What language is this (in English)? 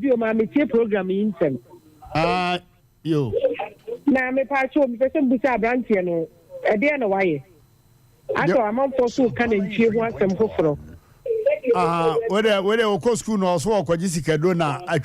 Akan